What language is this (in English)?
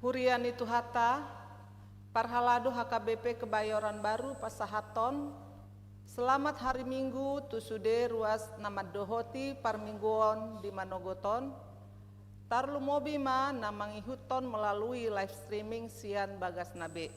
Batak Toba